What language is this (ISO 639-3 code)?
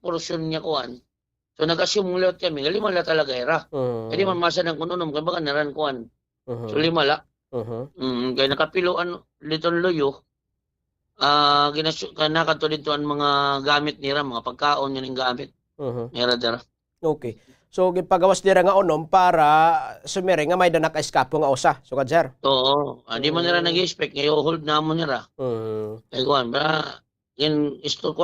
war